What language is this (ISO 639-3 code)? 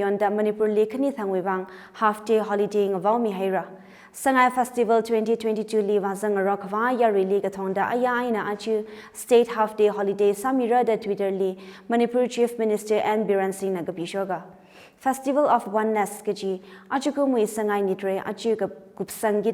nmf